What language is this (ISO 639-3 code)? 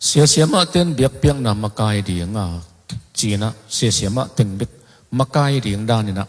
ctd